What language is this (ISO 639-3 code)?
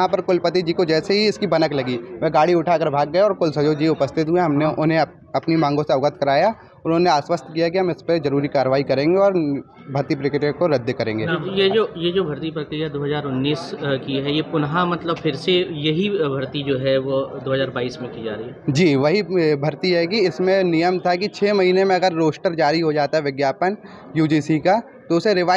hin